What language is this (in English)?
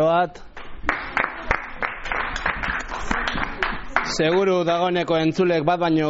Basque